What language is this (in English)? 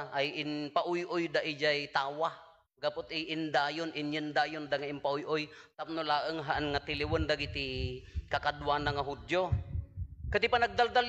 Iloko